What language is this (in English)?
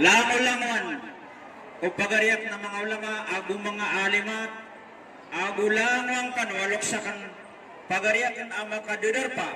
Maranao